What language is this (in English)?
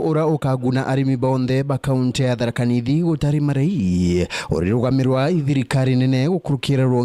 Meru